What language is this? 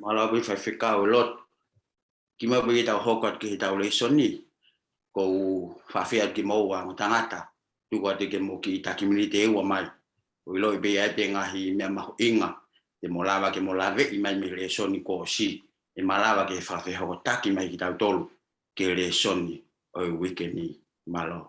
Tongan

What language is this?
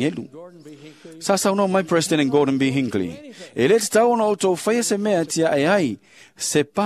Samoan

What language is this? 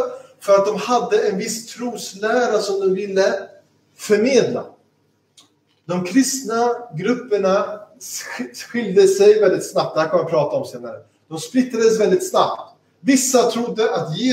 Swedish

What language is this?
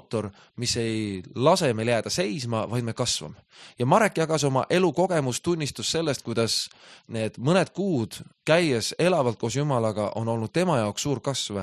Estonian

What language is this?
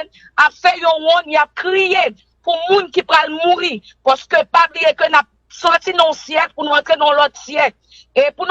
Haitian Creole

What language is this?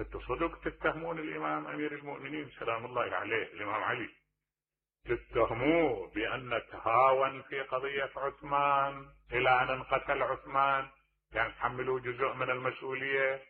Mesopotamian Arabic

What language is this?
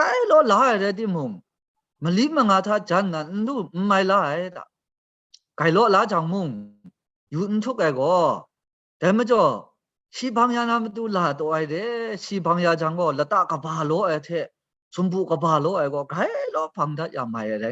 Kachin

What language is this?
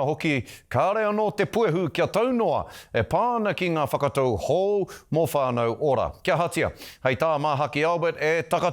Māori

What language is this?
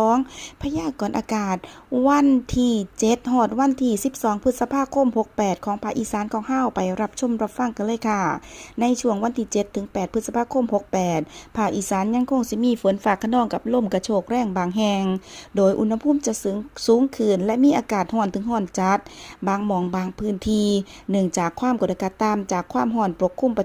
Lao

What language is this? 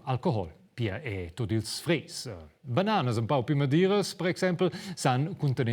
Romansh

